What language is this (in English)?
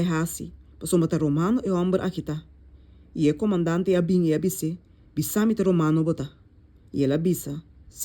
Papiamento